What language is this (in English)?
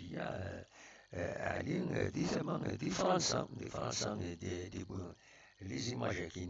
Kabyle